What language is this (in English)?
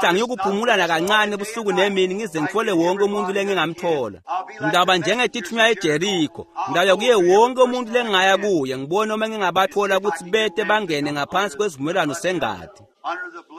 Swati